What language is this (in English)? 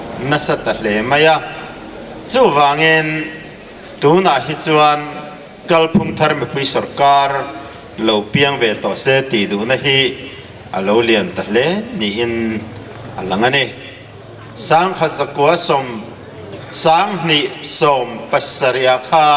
Mizo